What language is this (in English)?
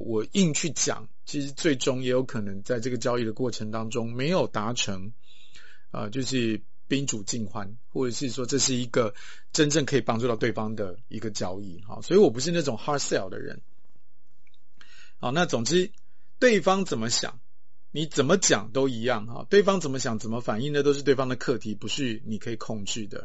Chinese